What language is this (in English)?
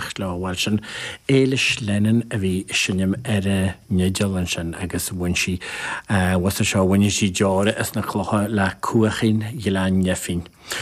Irish